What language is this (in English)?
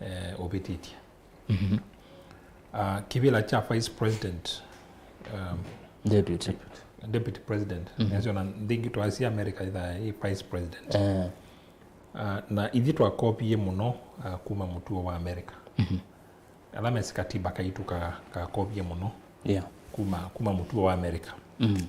Kamba